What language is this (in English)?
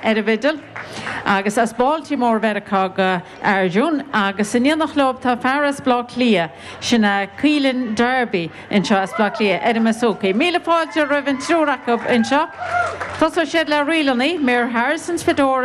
Irish